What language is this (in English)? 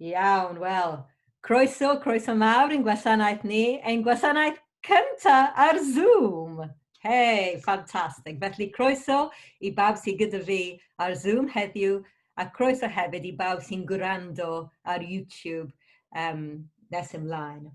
Welsh